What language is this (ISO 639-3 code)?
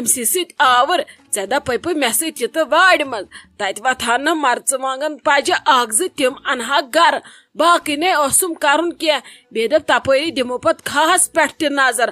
kas